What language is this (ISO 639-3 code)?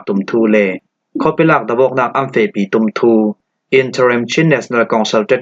cfm